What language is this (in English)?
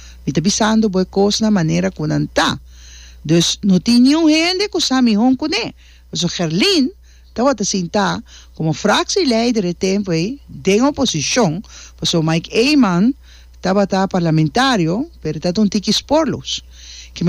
Papiamento